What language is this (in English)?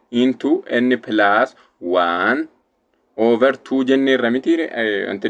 Oromo